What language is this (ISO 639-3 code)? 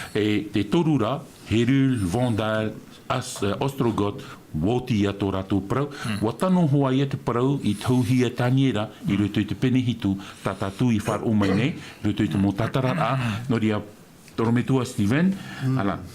tah